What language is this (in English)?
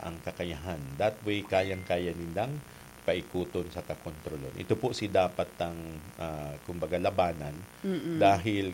Bikol